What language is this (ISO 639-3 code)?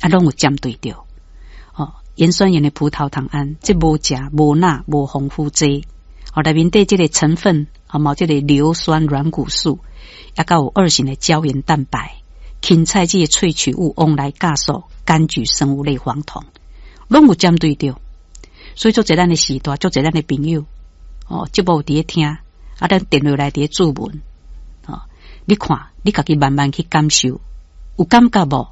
nan